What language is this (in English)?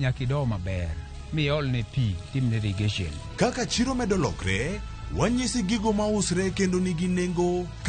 Luo (Kenya and Tanzania)